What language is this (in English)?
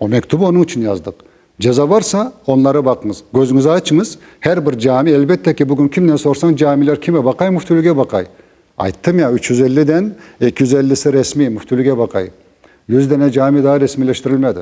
Crimean Tatar